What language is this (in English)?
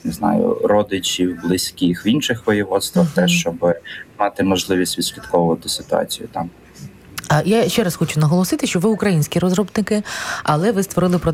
Ukrainian